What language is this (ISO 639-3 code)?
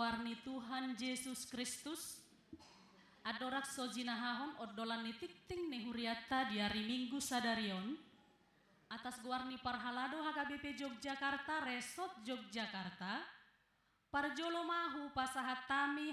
bbc